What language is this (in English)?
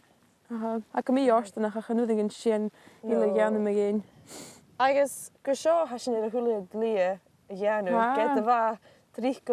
Scottish Gaelic